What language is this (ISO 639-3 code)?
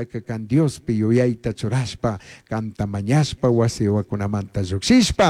qug